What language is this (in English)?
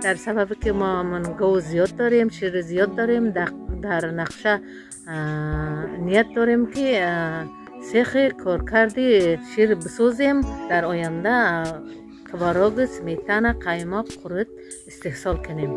Tajik